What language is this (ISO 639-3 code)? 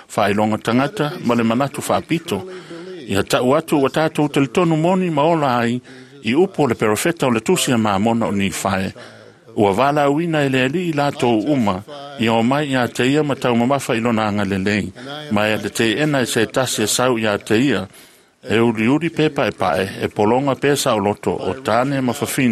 smo